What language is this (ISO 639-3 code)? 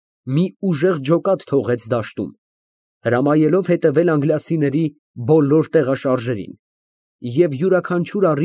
hye